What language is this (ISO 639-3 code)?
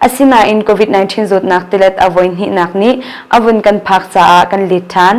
cnh